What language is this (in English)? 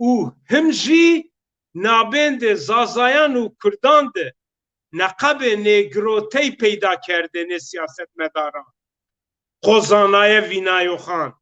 Zaza